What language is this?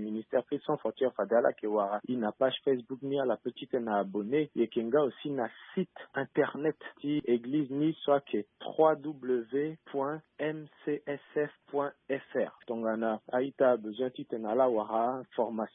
Sango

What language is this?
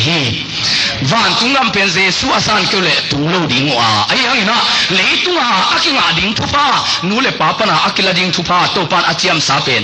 Tedim Chin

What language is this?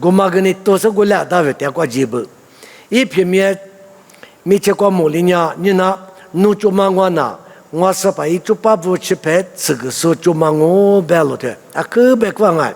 Lisu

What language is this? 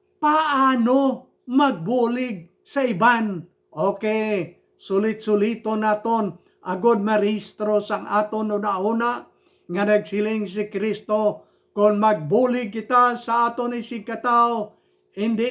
Hiligaynon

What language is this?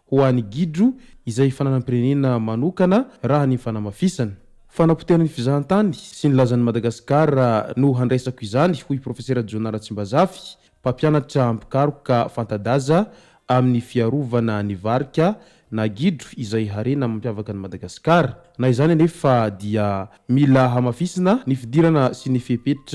Malagasy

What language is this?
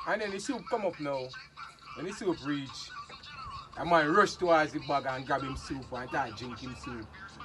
Jamaican Creole English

